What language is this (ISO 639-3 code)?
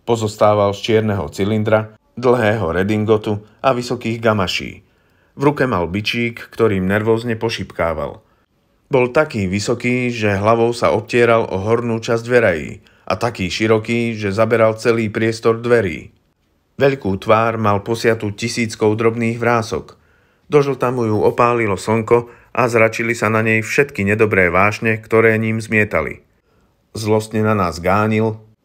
slk